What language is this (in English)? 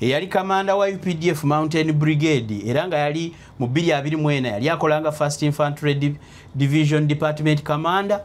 Ganda